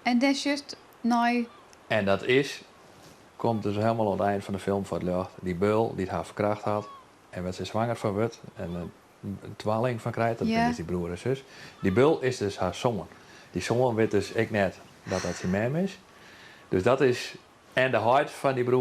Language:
Western Frisian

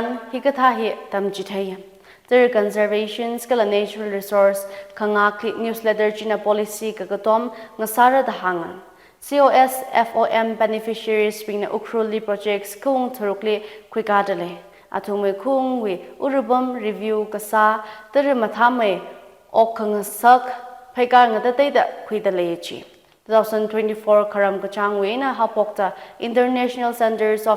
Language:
Tangkhul Naga (India)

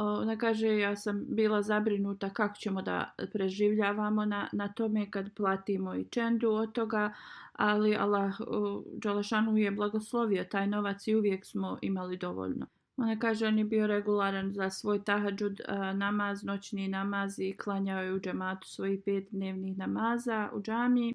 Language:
Bosnian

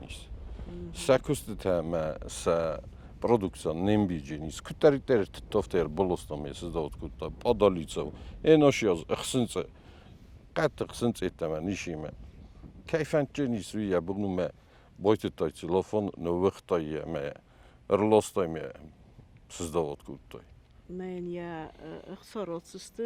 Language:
Ossetic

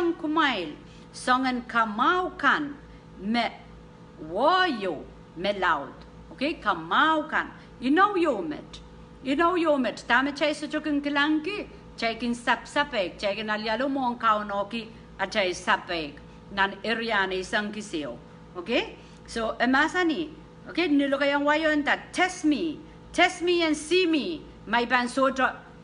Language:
Pohnpeian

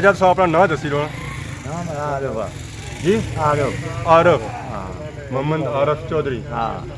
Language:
Pahari-Potwari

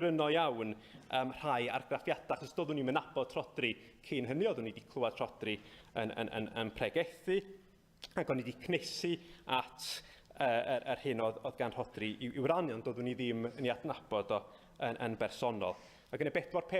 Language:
Welsh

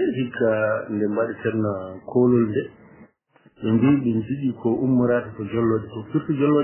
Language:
Fula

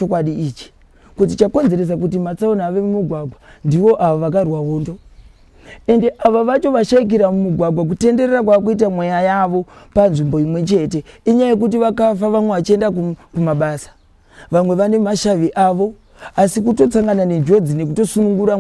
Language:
Shona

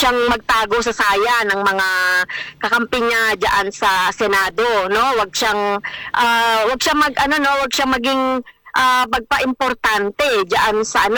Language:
Filipino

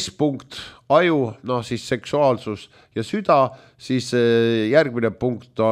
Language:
Estonian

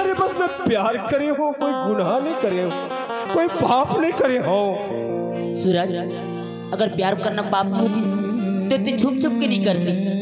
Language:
Chhattisgarhi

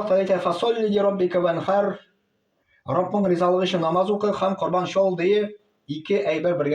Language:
Tatar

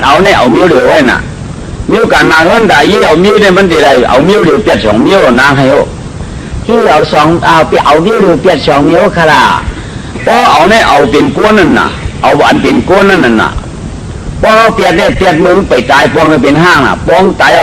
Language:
Shan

